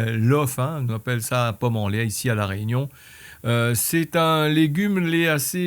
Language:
Réunion Creole French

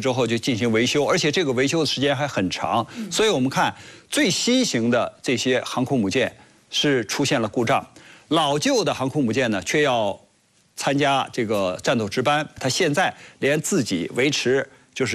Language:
Chinese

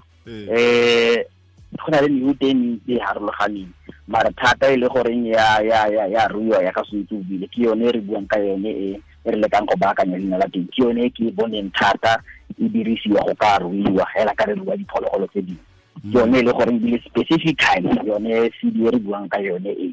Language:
Tswana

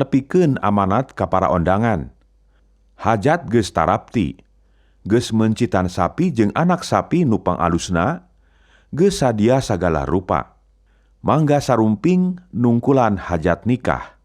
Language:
Sundanese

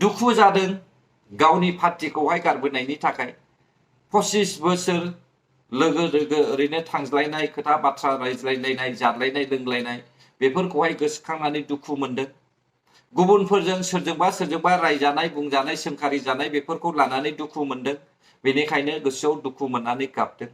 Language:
Bodo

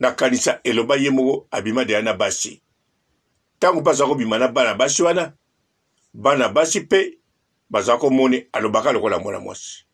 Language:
Lingala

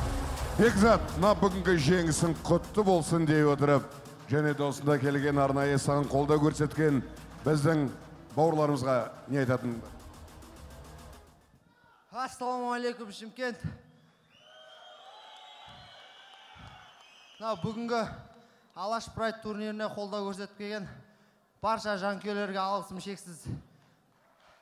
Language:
Kazakh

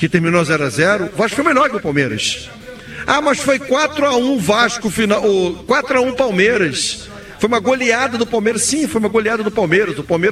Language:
Portuguese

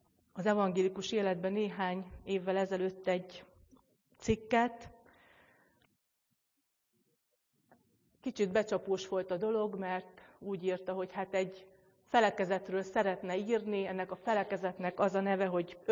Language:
Hungarian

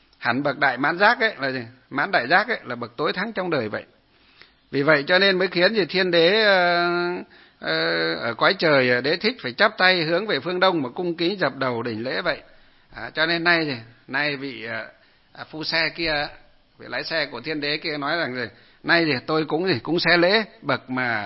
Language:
Vietnamese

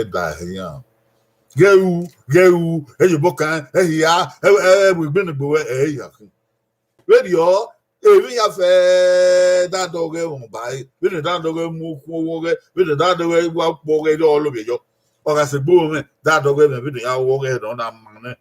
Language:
Bini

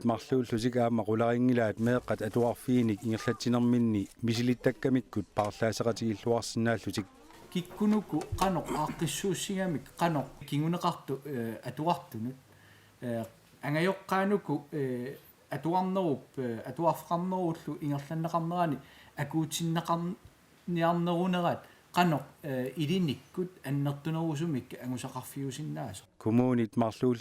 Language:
Kalaallisut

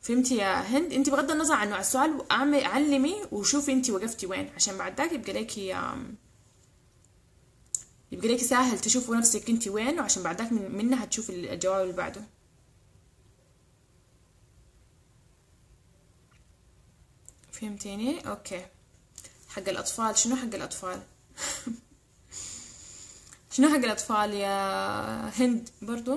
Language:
Sudanese Arabic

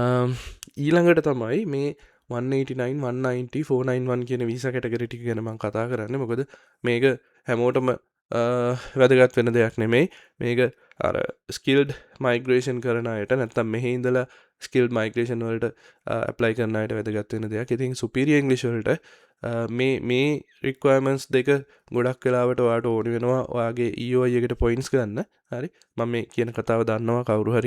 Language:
Sinhala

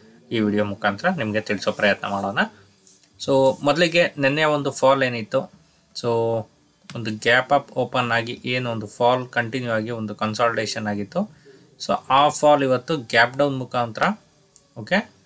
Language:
Kannada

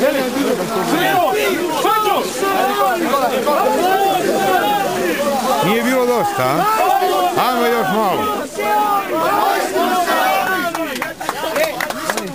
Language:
Croatian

